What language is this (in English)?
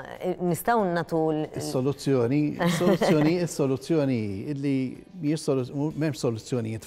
Maltese